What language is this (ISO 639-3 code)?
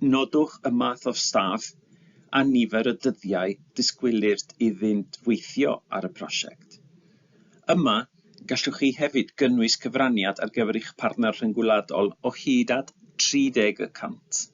cym